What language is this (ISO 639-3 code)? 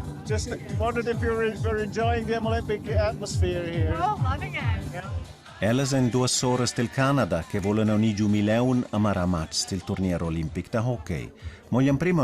roh